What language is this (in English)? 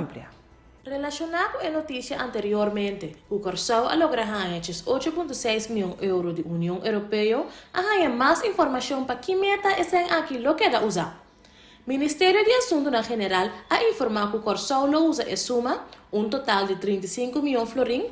Papiamento